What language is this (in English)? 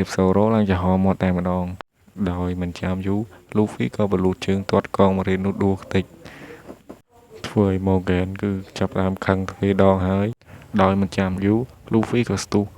Khmer